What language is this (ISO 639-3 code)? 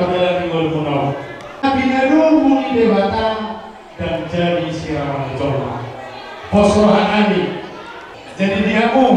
bbc